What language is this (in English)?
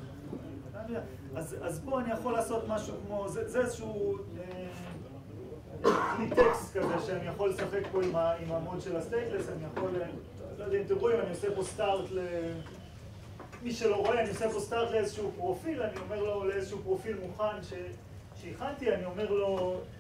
Hebrew